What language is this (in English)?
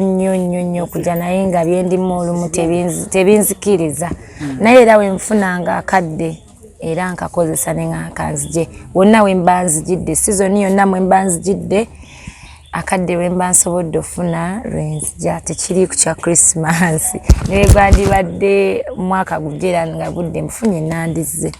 Ganda